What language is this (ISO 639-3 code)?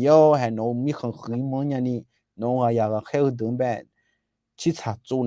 ahk